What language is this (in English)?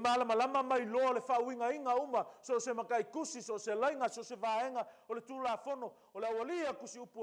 Samoan